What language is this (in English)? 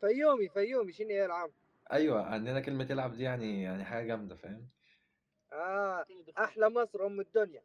Egyptian Arabic